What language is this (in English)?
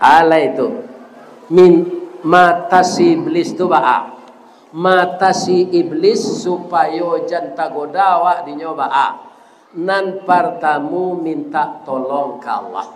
Minangkabau